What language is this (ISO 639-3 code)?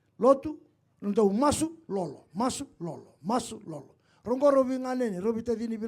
fij